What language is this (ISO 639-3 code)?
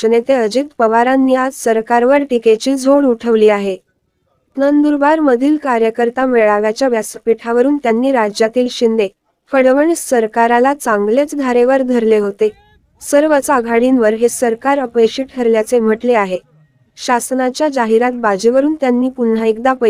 mar